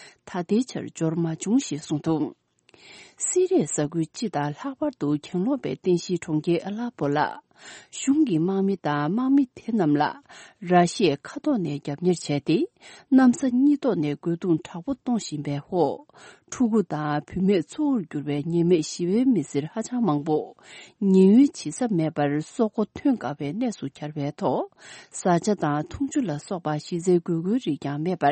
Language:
Tibetan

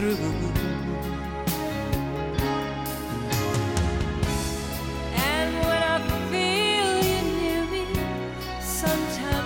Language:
Icelandic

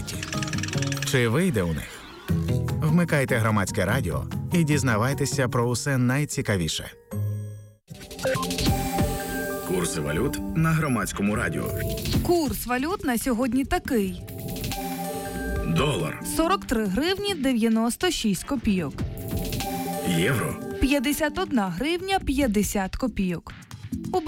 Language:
Ukrainian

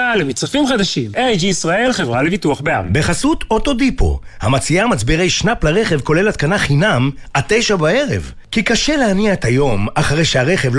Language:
Hebrew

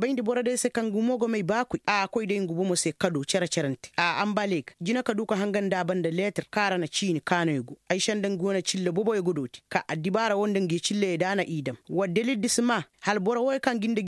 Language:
Koyraboro Senni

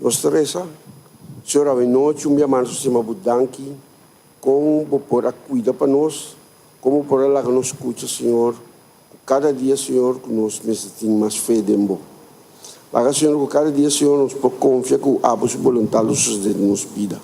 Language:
Papiamento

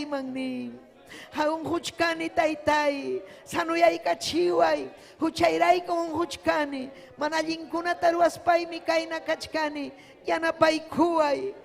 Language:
Ayacucho Quechua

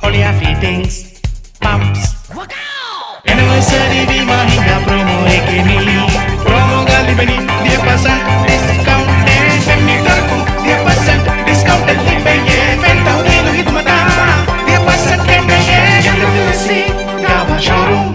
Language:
Divehi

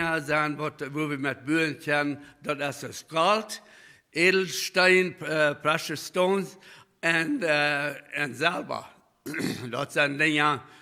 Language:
Plautdietsch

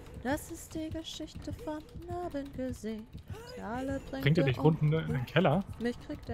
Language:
German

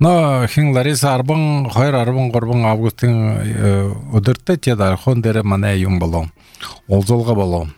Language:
Belarusian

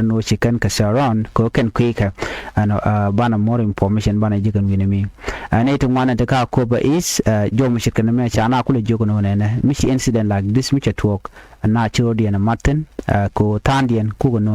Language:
Nuer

